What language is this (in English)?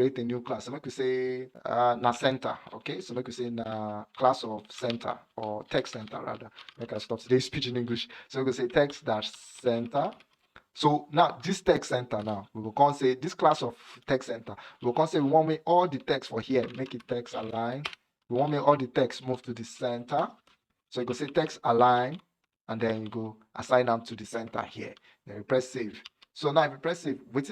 Nigerian Pidgin